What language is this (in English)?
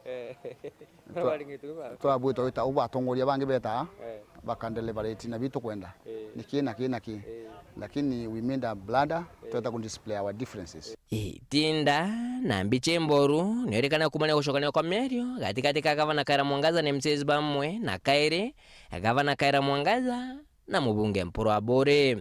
Meru